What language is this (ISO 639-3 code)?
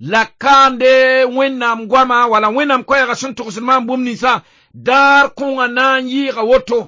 mos